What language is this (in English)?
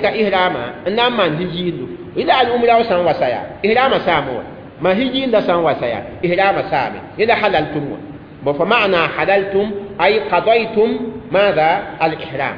Mossi